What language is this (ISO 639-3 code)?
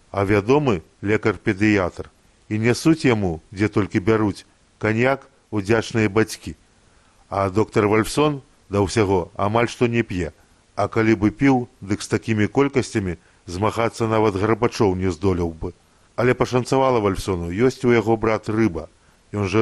bel